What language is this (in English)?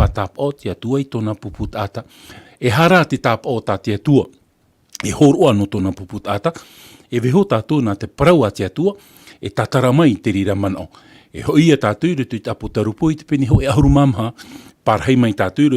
Tahitian